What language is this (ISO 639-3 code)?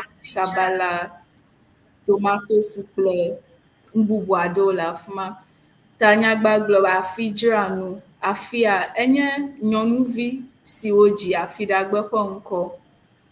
ewe